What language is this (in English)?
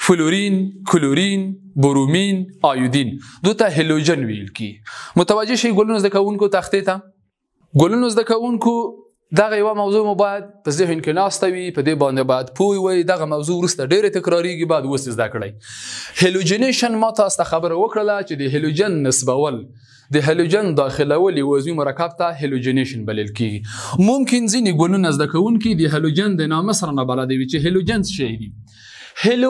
Pashto